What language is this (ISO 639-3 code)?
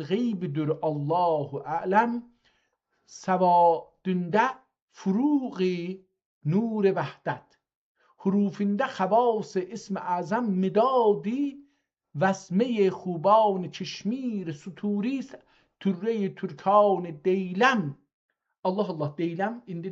azb